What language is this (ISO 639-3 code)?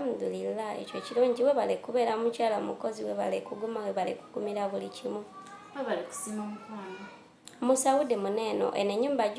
lug